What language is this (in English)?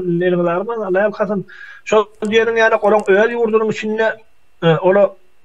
Turkmen